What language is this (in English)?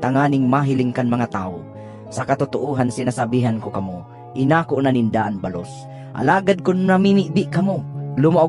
Bikol